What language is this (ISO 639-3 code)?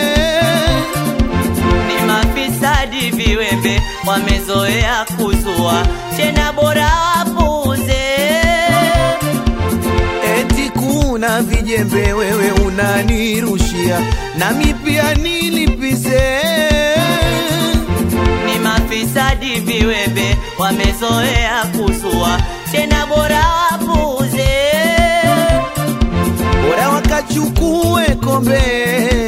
swa